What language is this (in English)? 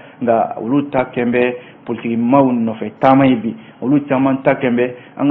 Bambara